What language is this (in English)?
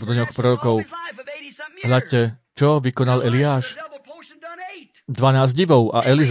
Slovak